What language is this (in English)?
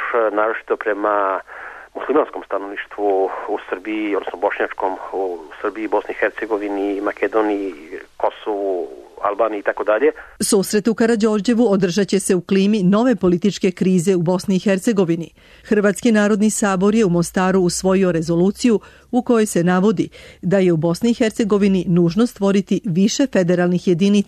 Serbian